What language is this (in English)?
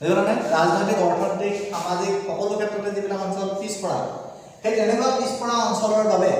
Assamese